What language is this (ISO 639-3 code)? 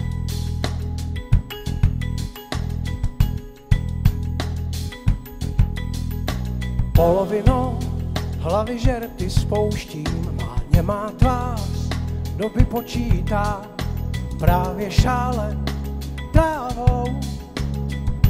ces